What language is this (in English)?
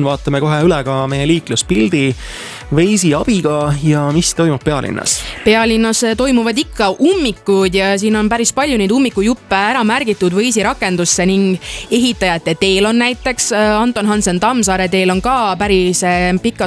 Estonian